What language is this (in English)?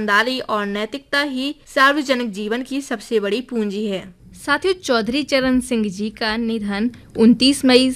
Hindi